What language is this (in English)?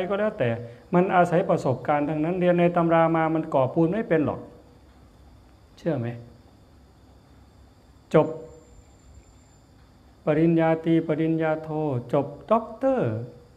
Thai